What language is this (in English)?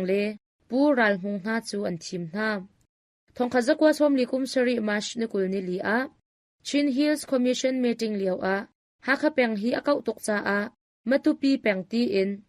Hakha Chin